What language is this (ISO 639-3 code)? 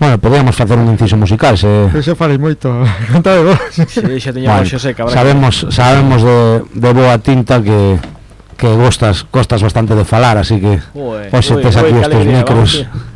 glg